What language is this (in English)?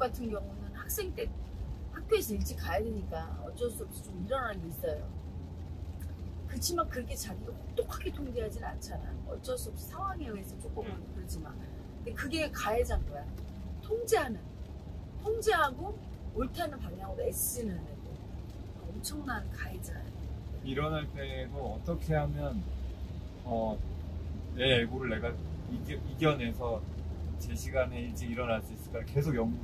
Korean